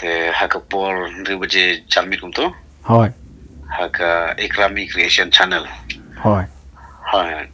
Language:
Khasi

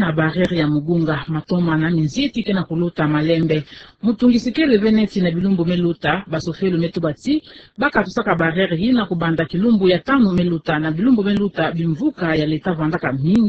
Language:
Kituba (Democratic Republic of Congo)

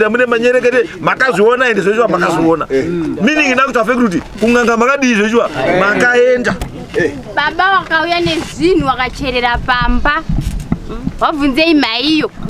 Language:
Shona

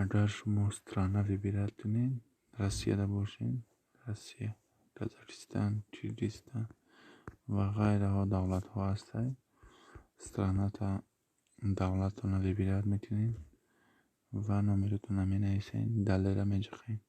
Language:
Tajik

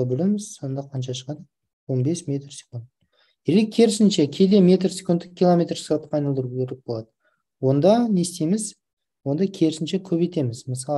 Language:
Kazakh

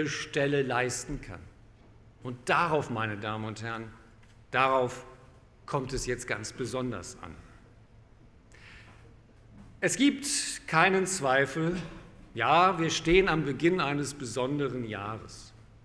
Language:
German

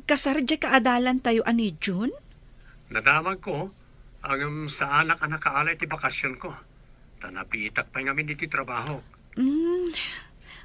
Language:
Iloko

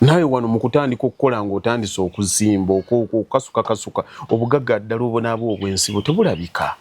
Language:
Ganda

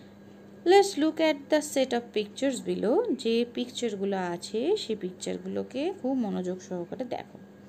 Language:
Bangla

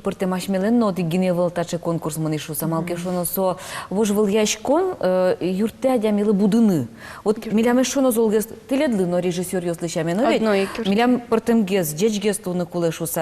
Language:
Udmurt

